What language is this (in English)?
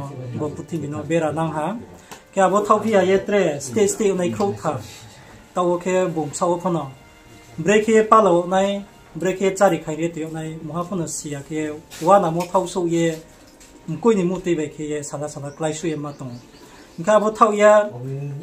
Riang (India)